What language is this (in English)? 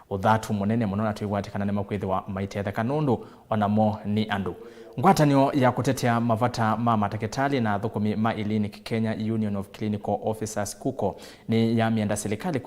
Kamba